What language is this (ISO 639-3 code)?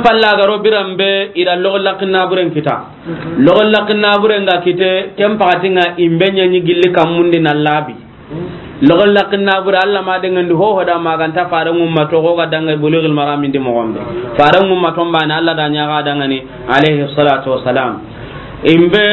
snk